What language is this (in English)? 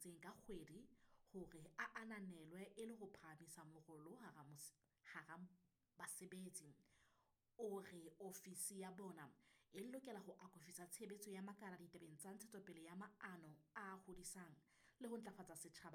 Southern Sotho